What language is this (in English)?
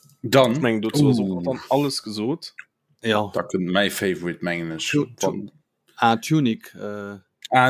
Luxembourgish